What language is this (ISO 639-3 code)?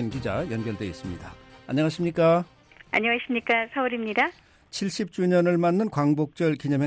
kor